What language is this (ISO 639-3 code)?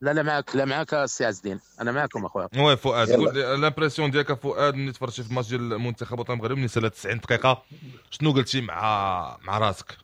ary